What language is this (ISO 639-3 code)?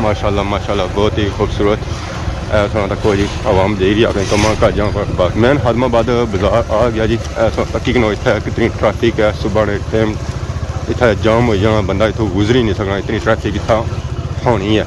phr